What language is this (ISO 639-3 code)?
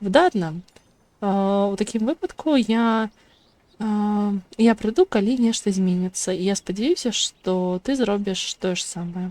bel